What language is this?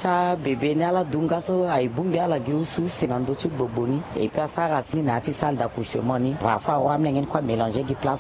Sango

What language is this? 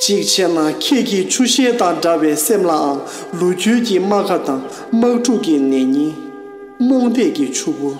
Tibetan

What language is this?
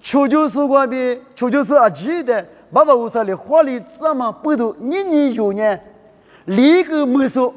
Lisu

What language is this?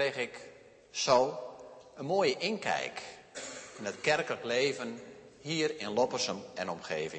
Dutch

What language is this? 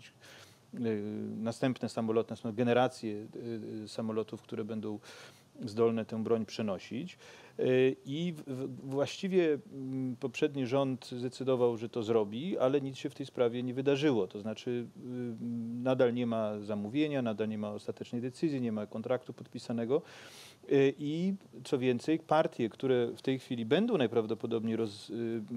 Polish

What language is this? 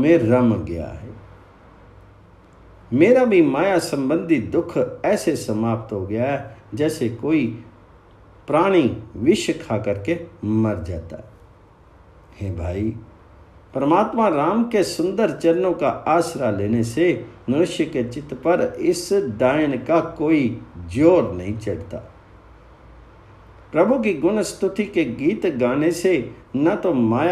Hindi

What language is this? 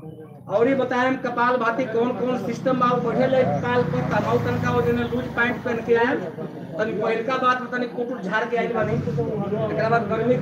Bhojpuri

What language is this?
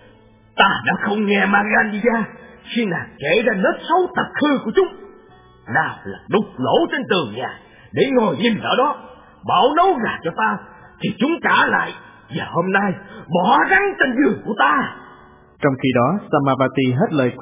Vietnamese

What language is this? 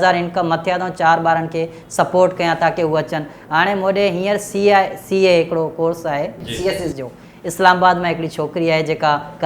Sindhi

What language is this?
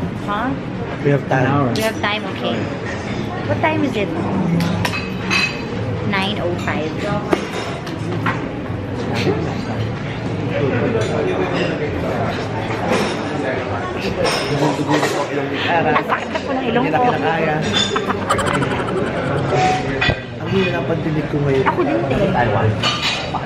Filipino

